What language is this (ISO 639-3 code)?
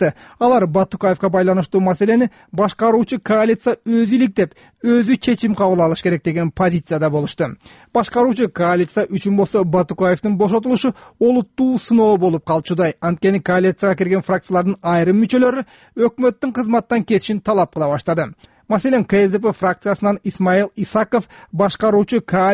kir